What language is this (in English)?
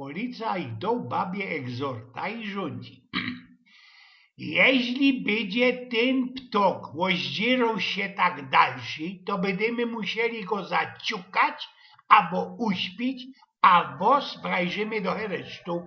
Silesian